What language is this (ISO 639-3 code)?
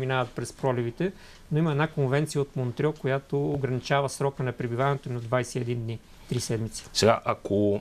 bul